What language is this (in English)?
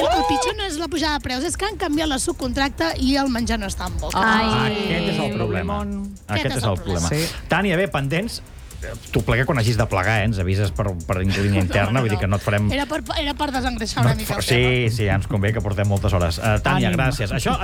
Catalan